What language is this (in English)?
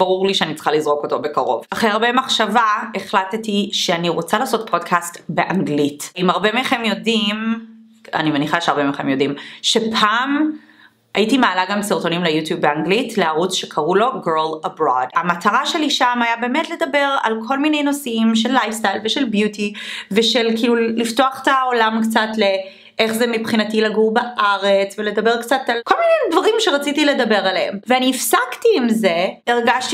Hebrew